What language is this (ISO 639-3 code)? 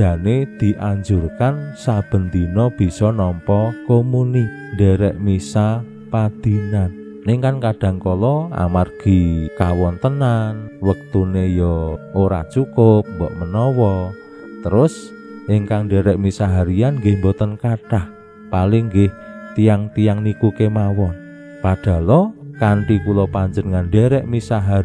jav